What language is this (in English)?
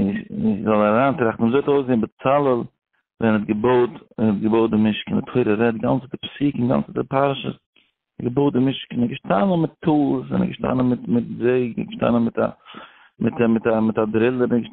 Yiddish